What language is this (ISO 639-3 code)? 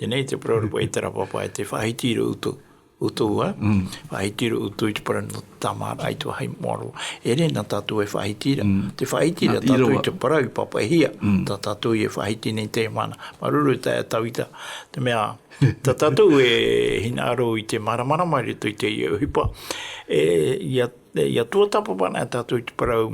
tah